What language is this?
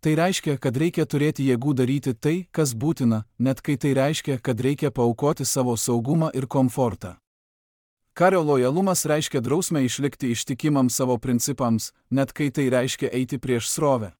Lithuanian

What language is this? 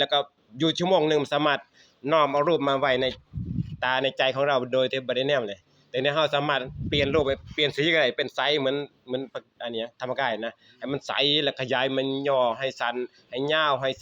Northeastern Thai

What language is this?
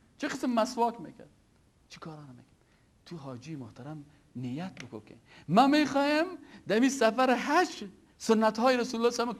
Persian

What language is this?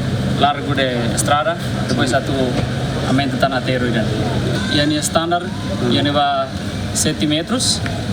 Tetum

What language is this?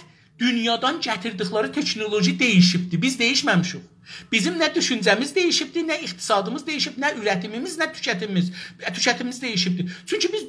South Azerbaijani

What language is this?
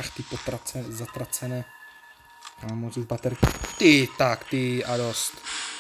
Czech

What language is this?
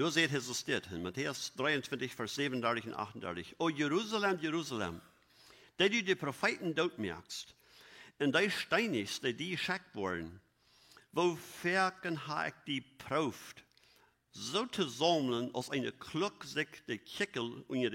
Plautdietsch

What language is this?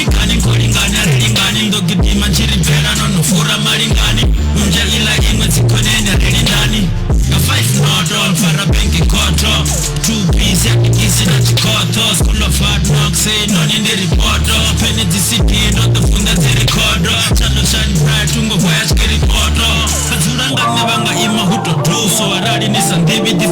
Venda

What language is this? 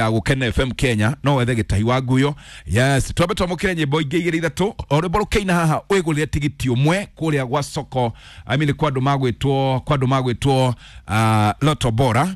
Kikuyu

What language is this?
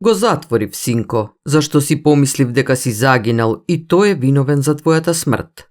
Macedonian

